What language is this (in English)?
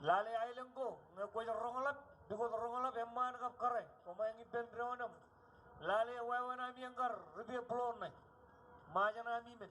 Marshallese